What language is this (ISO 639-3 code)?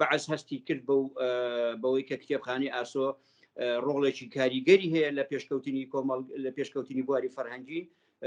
ckb